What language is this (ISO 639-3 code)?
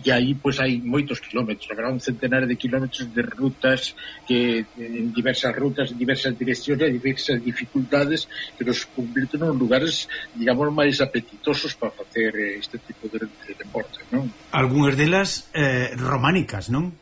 glg